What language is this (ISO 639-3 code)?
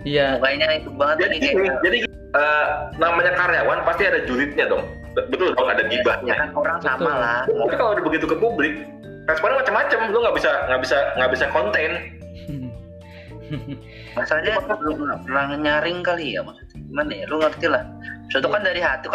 ind